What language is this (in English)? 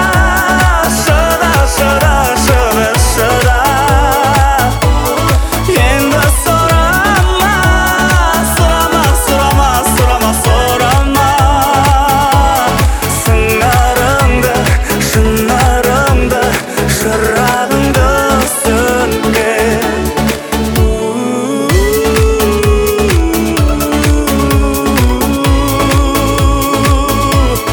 Kazakh